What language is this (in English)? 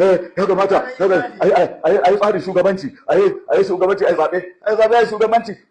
Hausa